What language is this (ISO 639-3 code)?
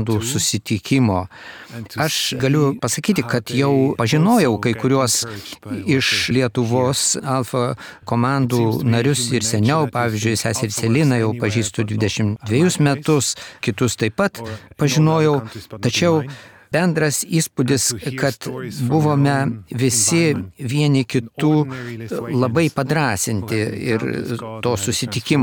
lit